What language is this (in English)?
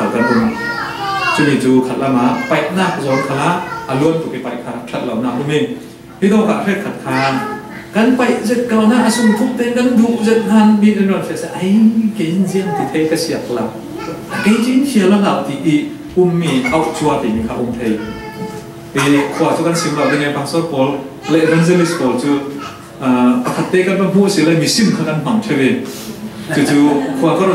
Falam Chin